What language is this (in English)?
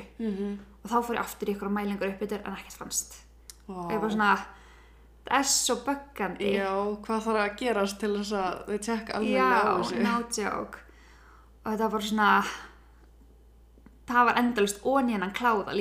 Icelandic